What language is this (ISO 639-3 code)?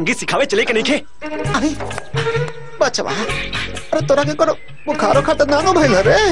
bho